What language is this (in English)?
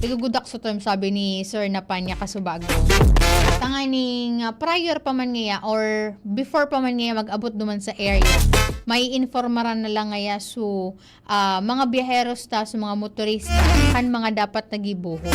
Bikol